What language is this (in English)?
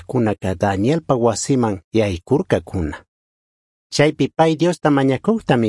Chimborazo Highland Quichua